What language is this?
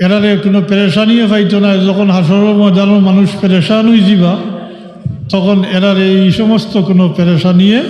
Sylheti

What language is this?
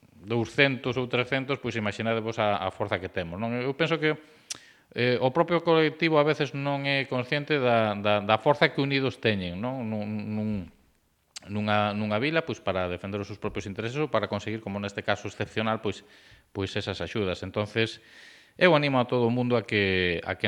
Galician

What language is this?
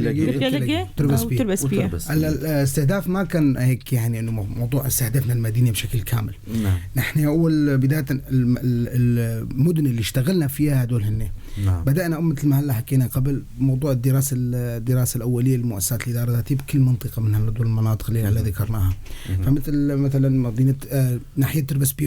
North Levantine Arabic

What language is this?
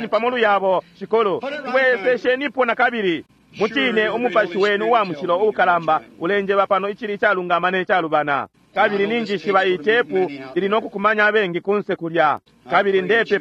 Bemba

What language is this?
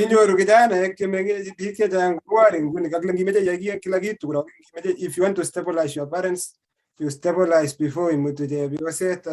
Kalenjin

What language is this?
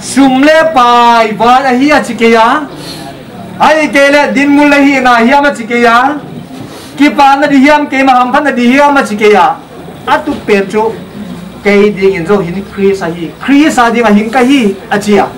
Paite Chin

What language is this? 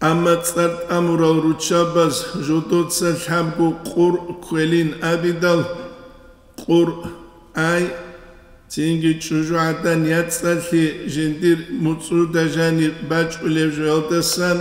Avaric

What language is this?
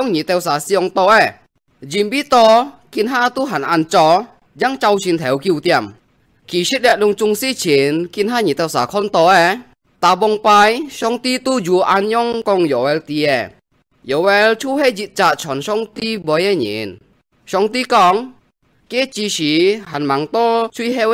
Hakka Chinese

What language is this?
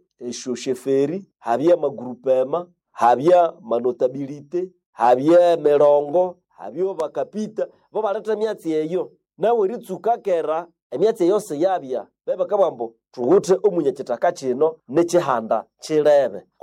Nande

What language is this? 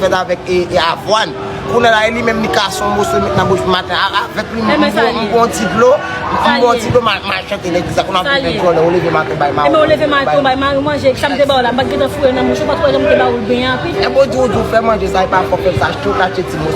Haitian Creole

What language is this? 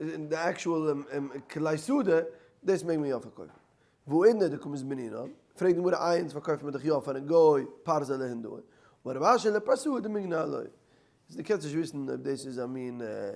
Yiddish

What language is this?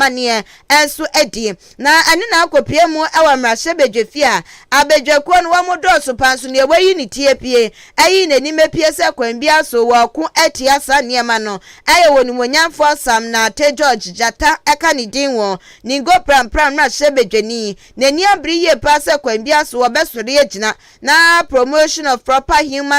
Akan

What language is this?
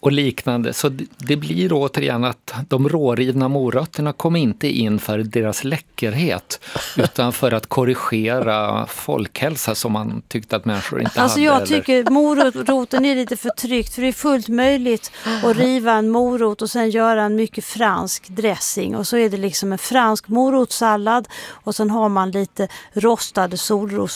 Swedish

